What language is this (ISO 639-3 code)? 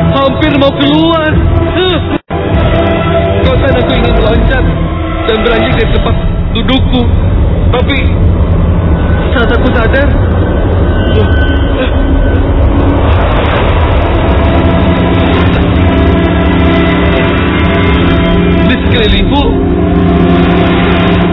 ind